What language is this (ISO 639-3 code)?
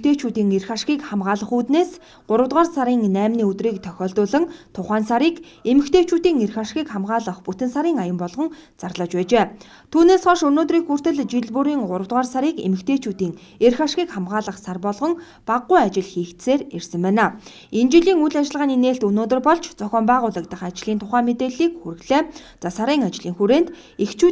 mon